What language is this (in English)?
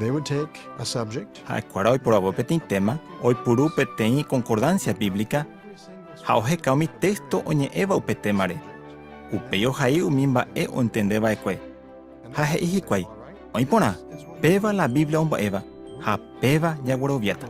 Guarani